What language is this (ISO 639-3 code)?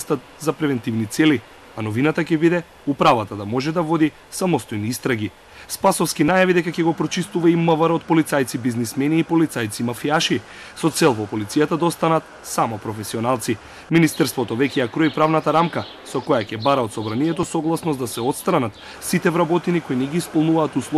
mkd